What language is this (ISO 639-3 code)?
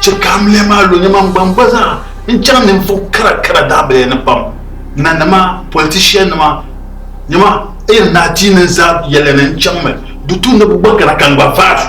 dag